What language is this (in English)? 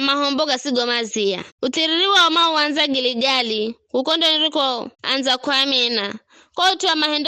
Giryama